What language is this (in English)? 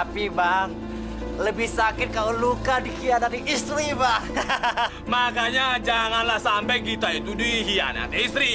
Indonesian